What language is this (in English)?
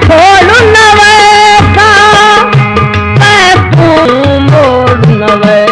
Saraiki